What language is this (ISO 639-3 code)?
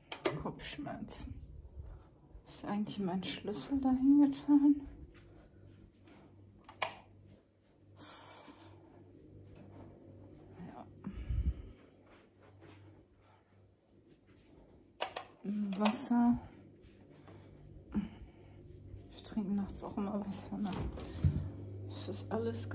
deu